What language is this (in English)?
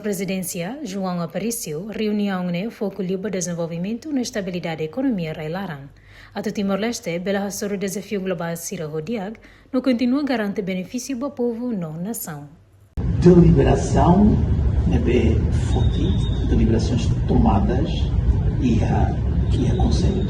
Tetum